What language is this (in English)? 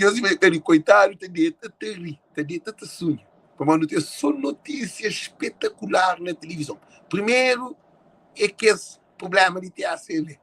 Kabuverdianu